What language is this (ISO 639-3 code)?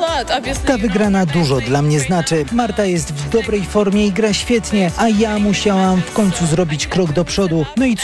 pol